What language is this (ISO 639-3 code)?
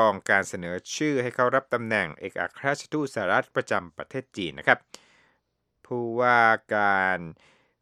tha